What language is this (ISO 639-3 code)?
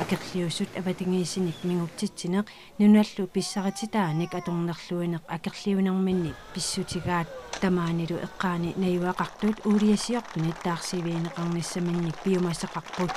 kal